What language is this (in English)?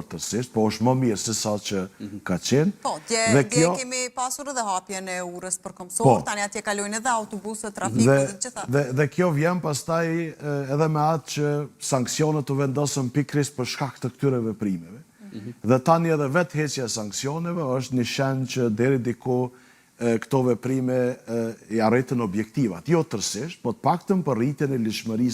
Albanian